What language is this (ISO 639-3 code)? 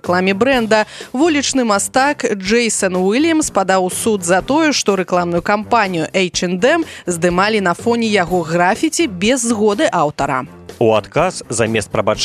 bel